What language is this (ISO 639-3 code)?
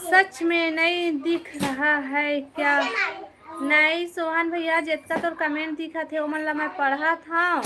hne